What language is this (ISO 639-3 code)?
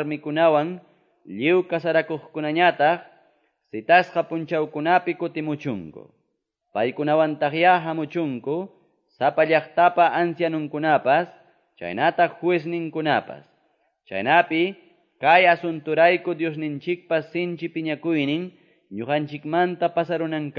que